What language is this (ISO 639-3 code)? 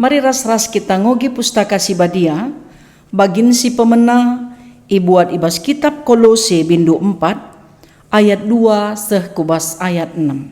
btx